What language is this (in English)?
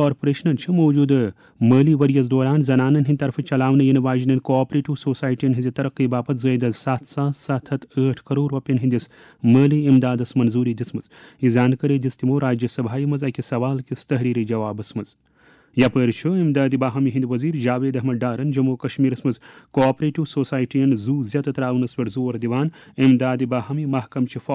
Kashmiri